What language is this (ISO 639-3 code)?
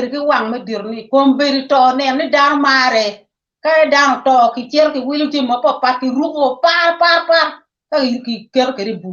ach